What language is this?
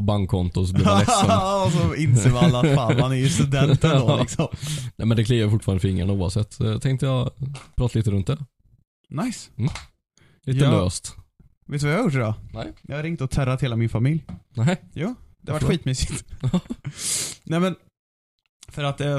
Swedish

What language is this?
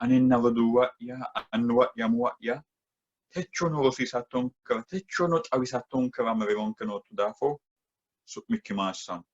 Sidamo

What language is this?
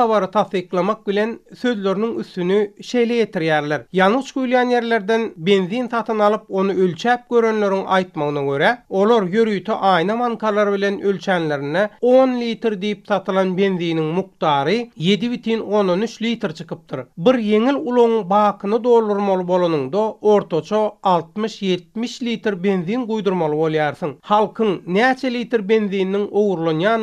Turkmen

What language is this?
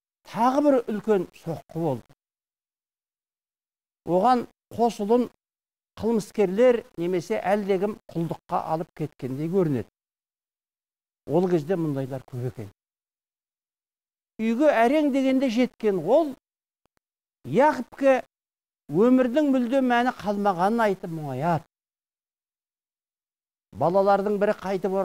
Kazakh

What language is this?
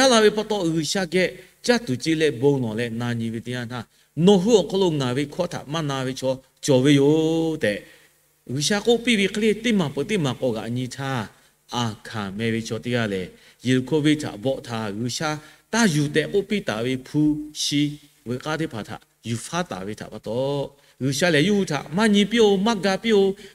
Lahu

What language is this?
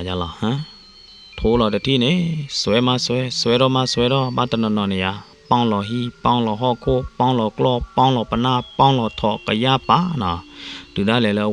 S'gaw Karen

